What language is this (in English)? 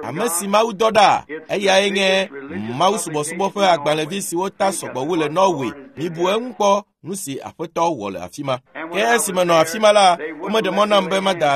Ewe